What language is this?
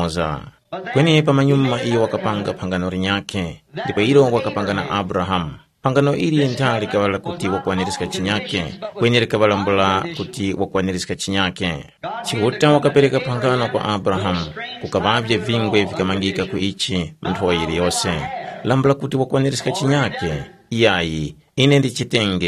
Tumbuka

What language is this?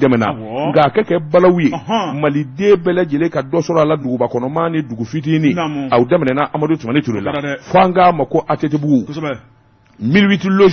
Bambara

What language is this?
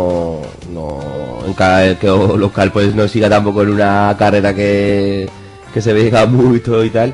Aragonese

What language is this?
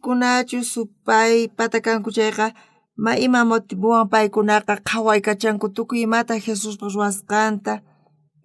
South Bolivian Quechua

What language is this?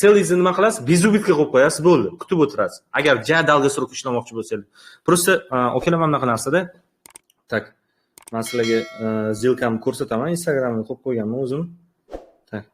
Uzbek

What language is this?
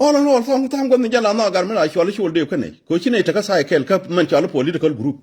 Nuer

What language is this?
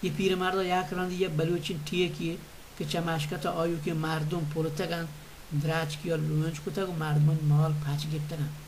Baluchi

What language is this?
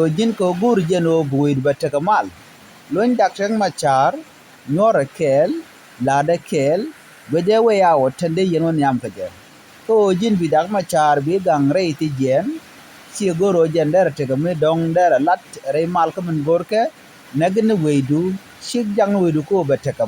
Nuer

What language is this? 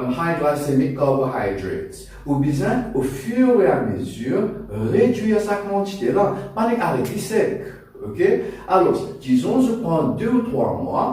Morisyen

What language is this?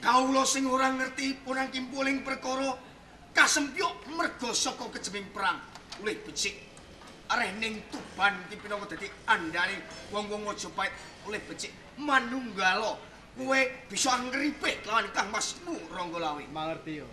Javanese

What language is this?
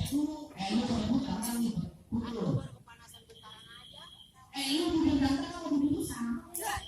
Betawi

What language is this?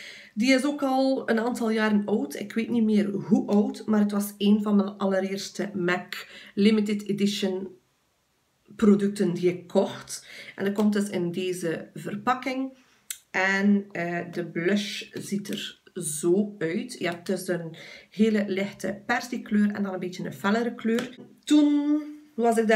Dutch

